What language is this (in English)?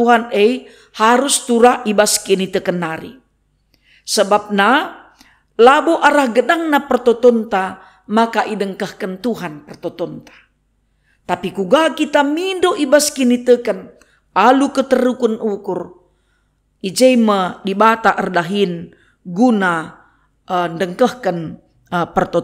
Batak Karo